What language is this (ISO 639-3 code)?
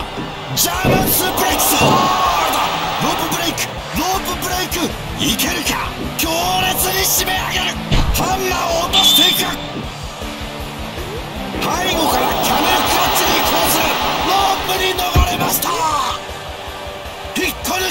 jpn